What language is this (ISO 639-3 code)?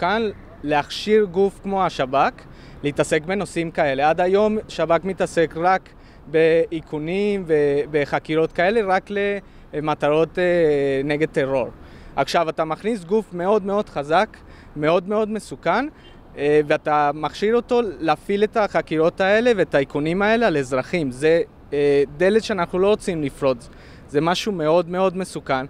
heb